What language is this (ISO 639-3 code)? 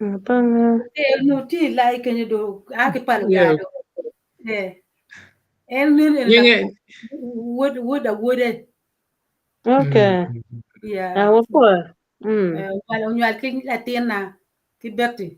ach